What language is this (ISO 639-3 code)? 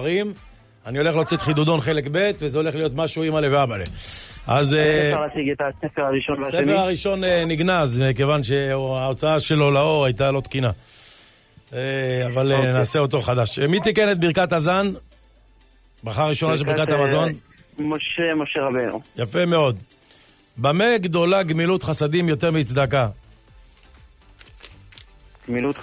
heb